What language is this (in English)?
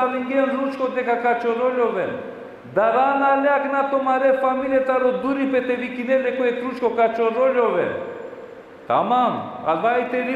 Balkan Romani